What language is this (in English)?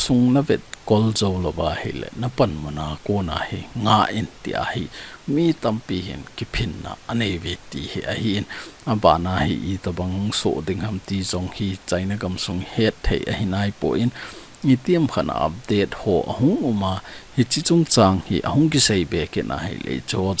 Thado Chin